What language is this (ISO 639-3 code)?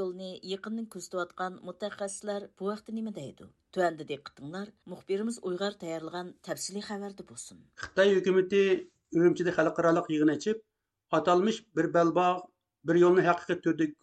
uig